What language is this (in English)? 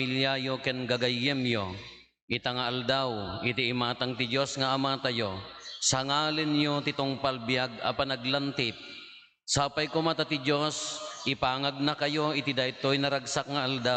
Iloko